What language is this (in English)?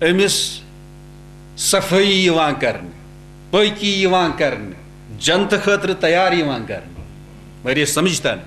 Kashmiri